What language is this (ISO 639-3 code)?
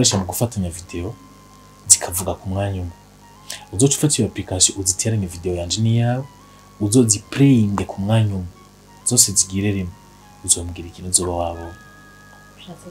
run